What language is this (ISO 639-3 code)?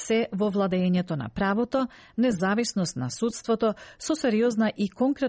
mkd